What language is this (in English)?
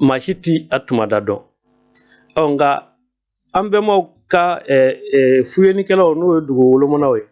Bambara